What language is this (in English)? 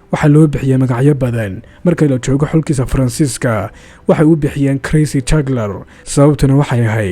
Somali